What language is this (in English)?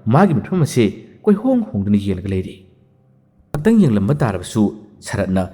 Manipuri